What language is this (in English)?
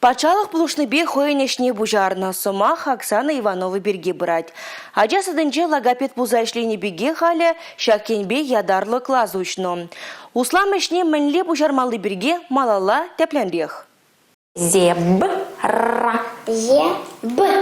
Chuvash